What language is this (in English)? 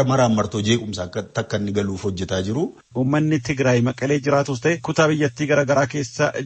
Oromo